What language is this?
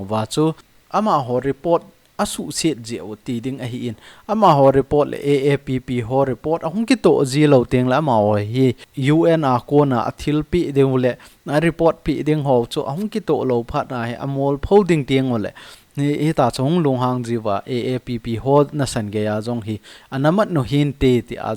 Thado Chin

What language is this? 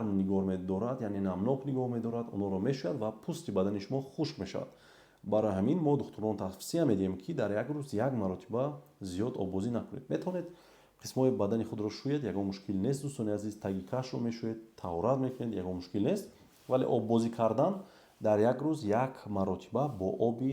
Tajik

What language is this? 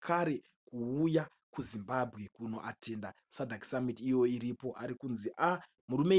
Shona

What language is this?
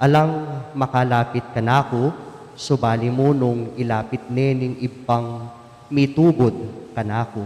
Pampanga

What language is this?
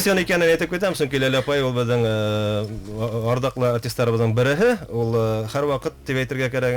Bashkir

